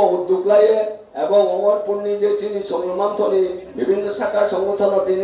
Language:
Riang (India)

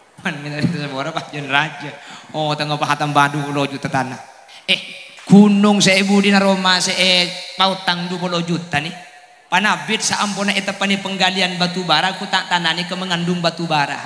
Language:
Madurese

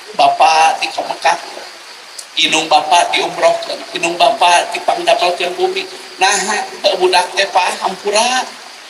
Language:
Sundanese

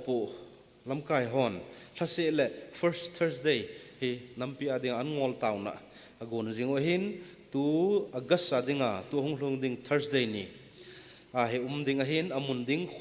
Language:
Thado Chin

